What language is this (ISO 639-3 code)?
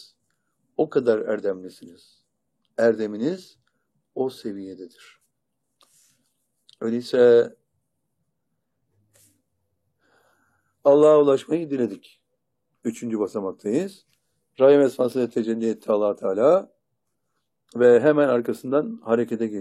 tur